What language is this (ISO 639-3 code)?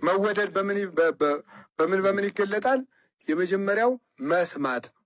amh